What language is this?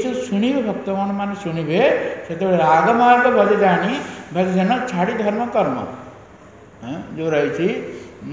Odia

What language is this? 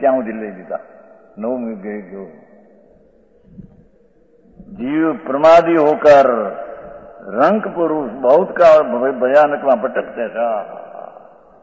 Gujarati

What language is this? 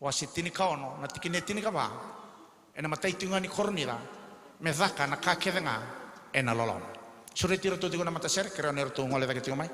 Fijian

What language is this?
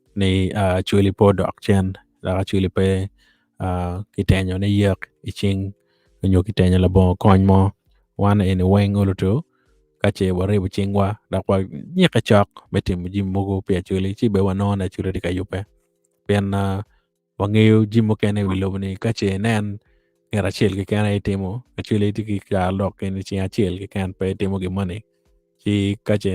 Acoli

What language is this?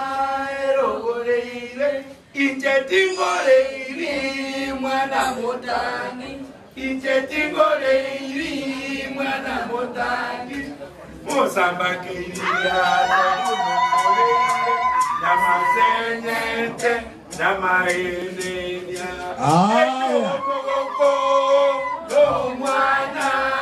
Gusii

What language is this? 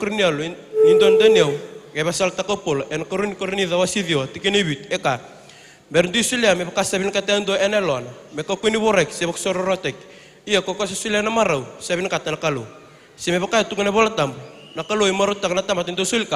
Fijian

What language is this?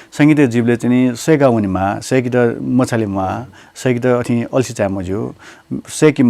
Newari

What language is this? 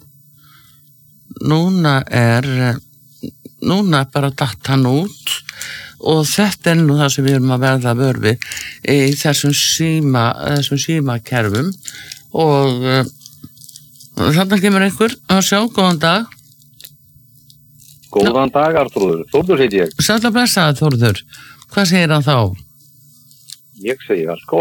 Icelandic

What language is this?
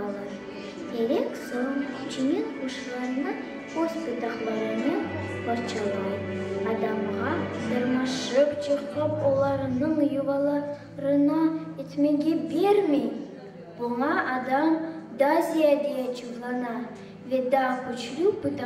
Crimean Tatar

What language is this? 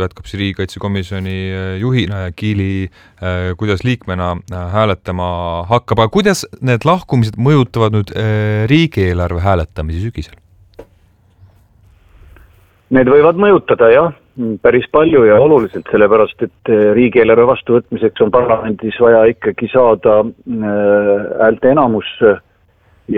Estonian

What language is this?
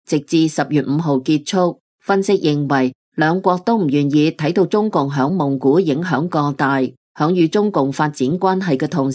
Cantonese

